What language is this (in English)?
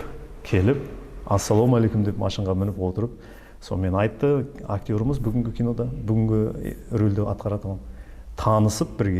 Kara-Kalpak